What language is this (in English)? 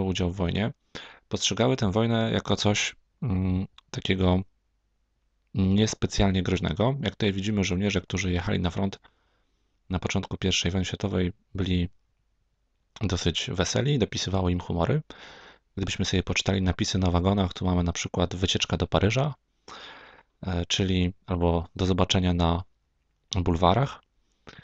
Polish